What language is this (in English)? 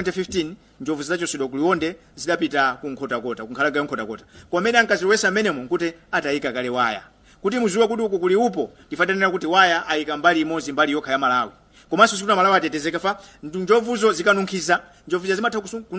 Nyanja